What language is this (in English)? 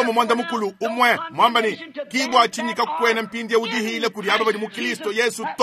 Luba-Lulua